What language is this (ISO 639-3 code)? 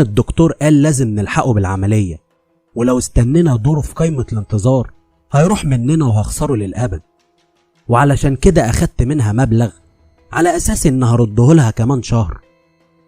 arz